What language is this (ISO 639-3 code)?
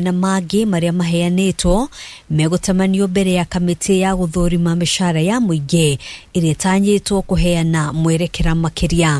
kik